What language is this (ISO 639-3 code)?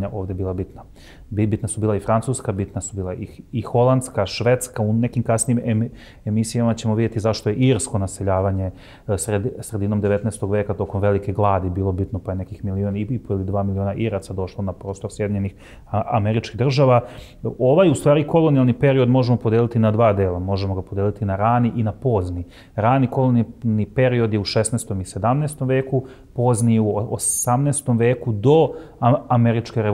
srp